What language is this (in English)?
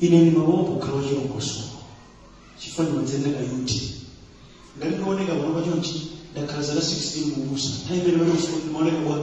Nyanja